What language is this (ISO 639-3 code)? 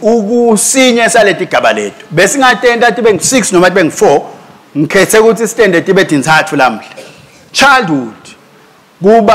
ssw